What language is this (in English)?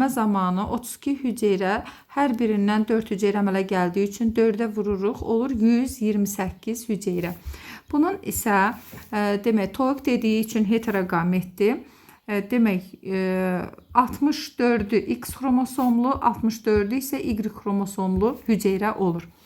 Azerbaijani